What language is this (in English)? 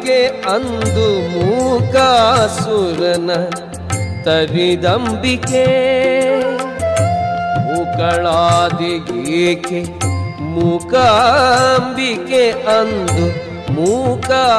Kannada